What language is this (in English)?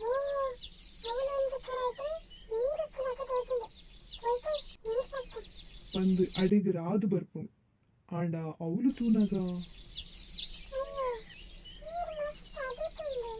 Tulu